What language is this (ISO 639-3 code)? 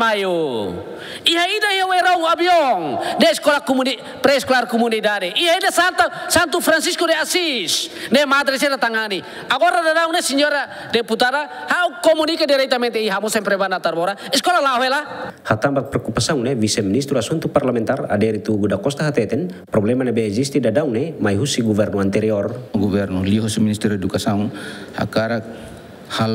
tet